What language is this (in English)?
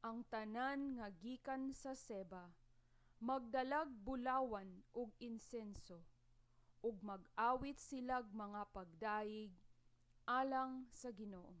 Cebuano